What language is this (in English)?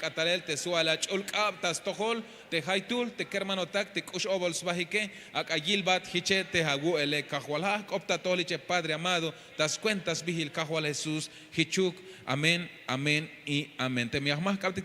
Tzeltal